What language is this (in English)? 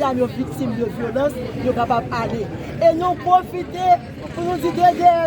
Haitian Creole